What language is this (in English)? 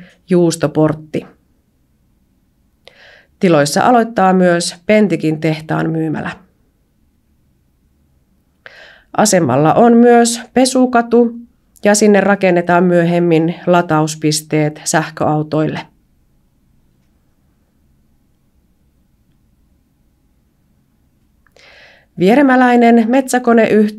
Finnish